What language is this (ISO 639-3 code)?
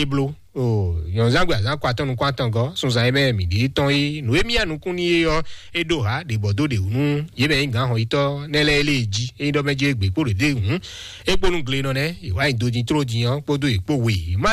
fon